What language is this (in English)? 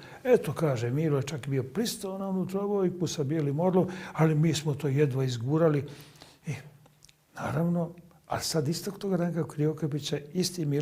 Bosnian